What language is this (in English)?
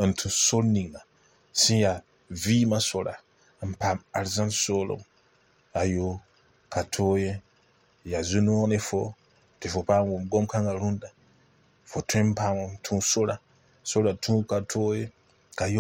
Mossi